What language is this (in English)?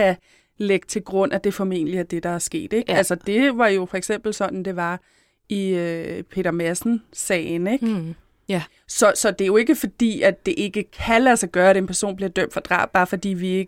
Danish